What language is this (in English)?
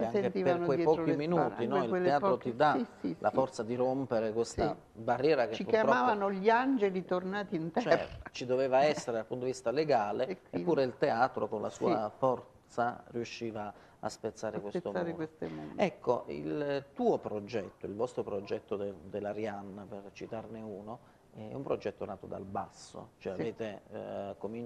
Italian